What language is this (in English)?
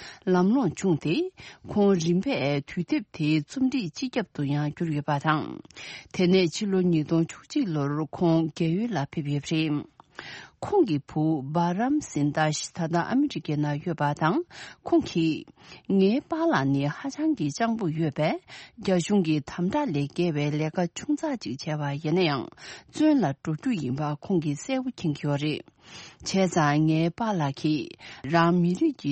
Tibetan